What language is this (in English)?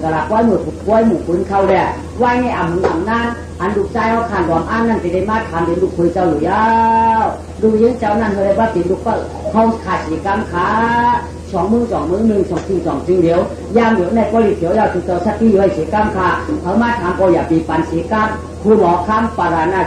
Shan